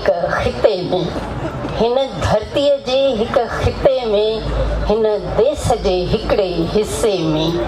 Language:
Sindhi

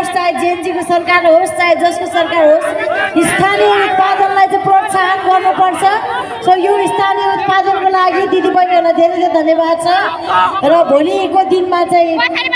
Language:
Nepali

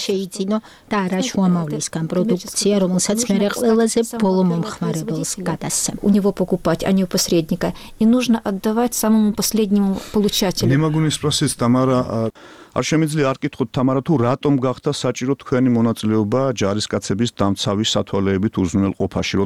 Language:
Georgian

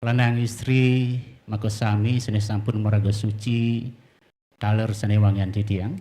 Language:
Balinese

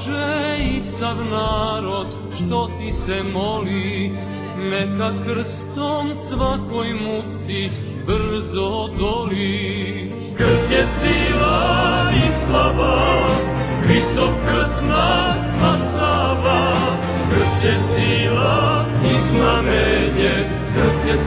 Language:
Serbian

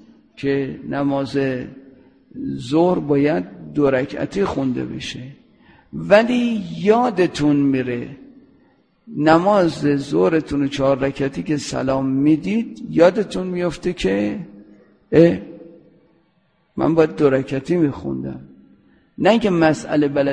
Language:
Persian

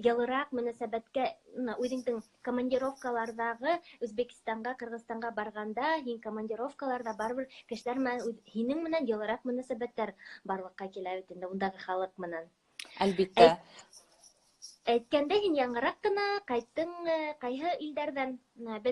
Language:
Bashkir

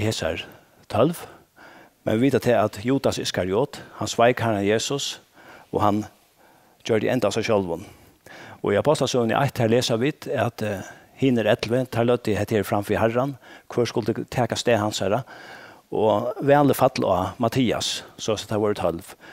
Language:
Faroese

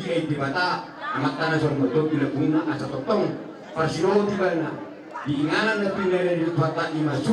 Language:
Batak Toba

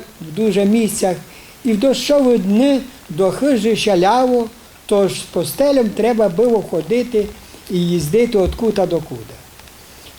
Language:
Rusyn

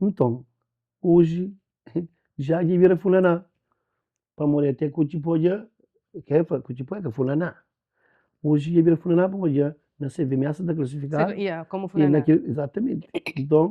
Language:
Kabuverdianu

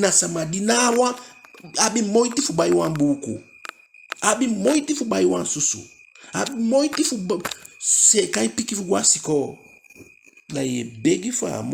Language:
Eastern Maroon Creole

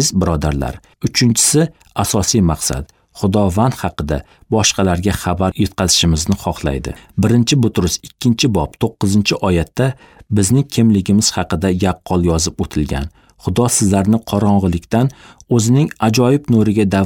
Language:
Uzbek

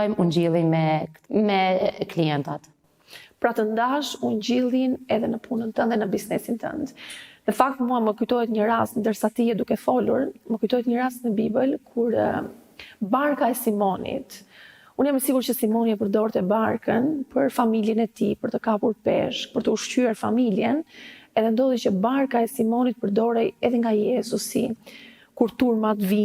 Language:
Albanian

